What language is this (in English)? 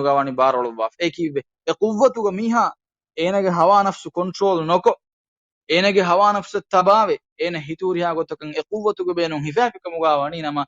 Divehi